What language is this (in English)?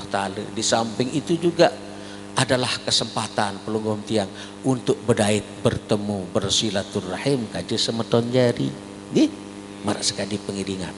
Sasak